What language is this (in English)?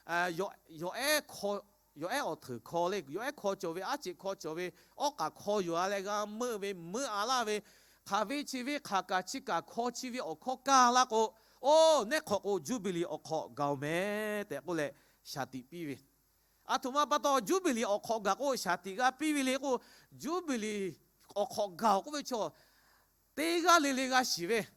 Lahu